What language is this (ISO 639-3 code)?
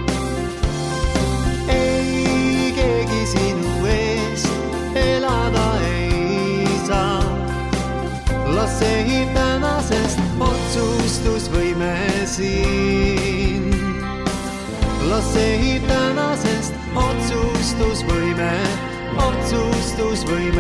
est